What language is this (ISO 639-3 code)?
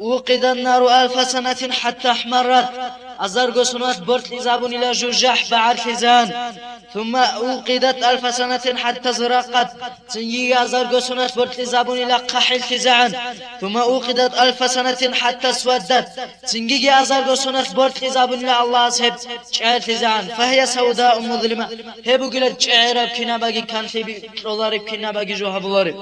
ava